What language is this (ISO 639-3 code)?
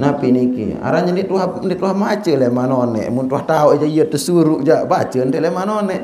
sas